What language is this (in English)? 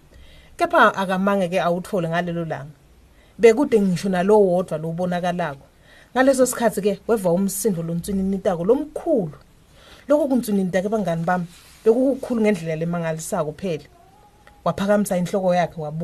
Swati